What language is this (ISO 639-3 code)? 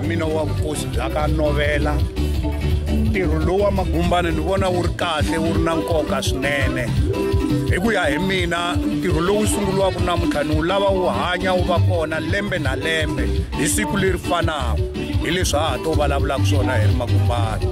tso